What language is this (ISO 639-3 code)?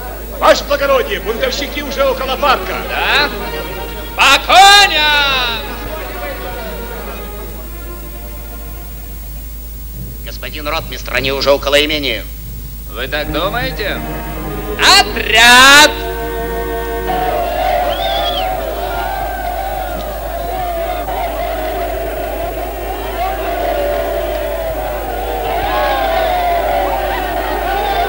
rus